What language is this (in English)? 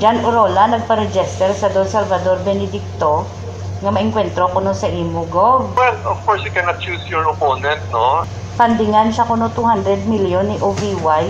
Hiligaynon